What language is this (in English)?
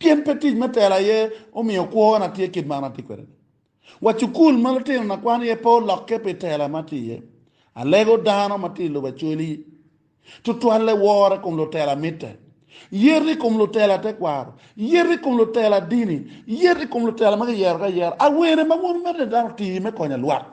Acoli